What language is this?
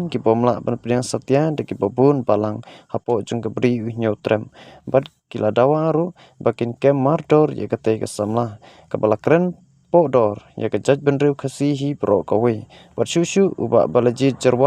Khasi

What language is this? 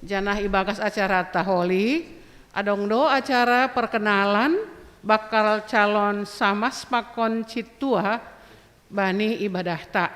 Batak Simalungun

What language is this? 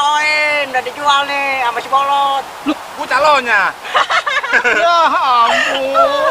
Betawi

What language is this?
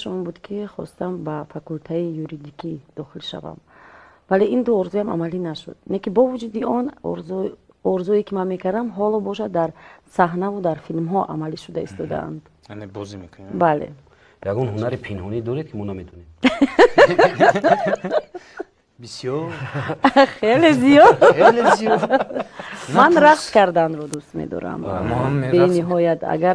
Tajik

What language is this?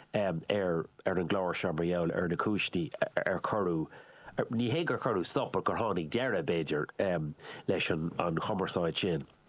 Irish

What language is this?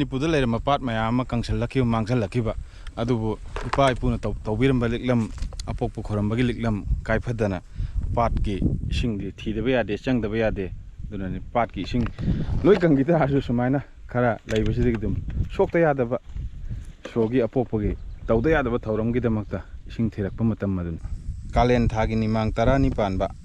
Manipuri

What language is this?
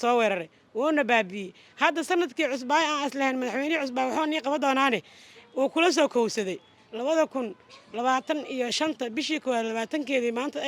Somali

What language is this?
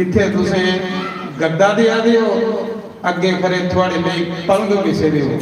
Dogri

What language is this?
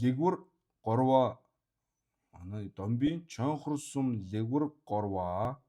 Mongolian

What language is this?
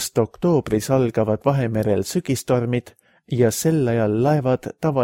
Estonian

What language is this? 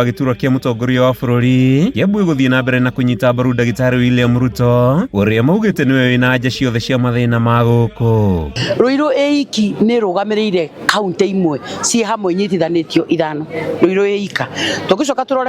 Kikuyu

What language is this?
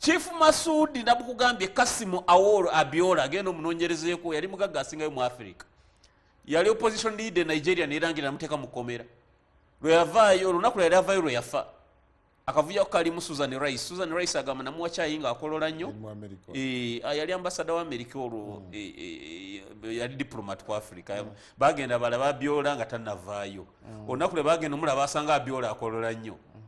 Ganda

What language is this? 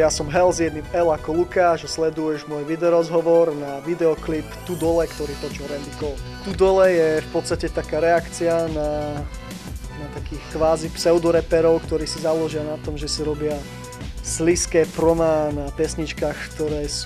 Slovak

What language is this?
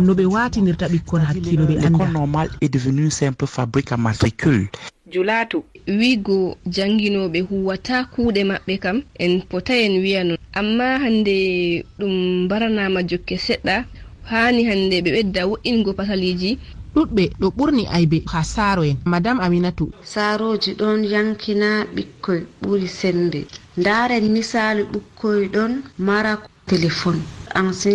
Fula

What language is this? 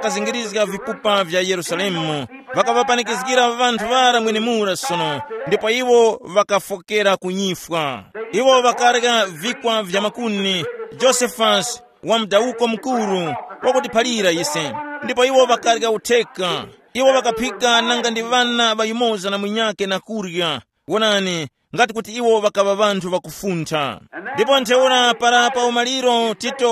Tumbuka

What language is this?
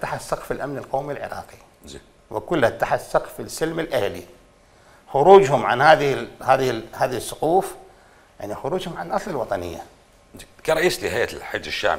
Mesopotamian Arabic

